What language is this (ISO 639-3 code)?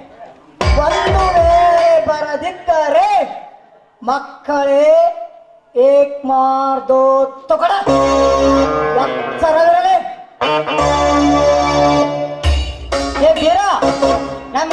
kan